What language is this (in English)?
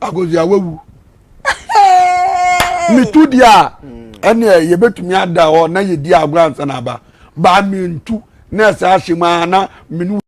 Akan